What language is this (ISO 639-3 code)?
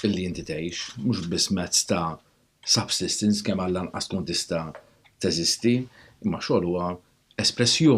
mlt